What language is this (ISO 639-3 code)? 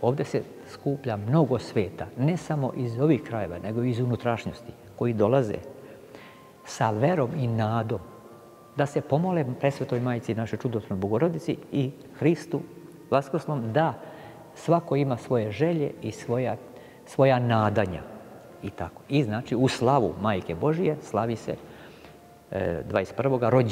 srp